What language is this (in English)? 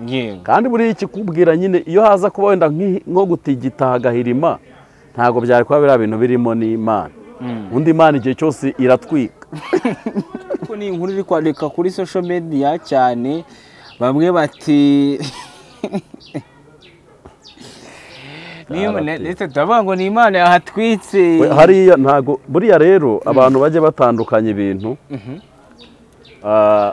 Kinyarwanda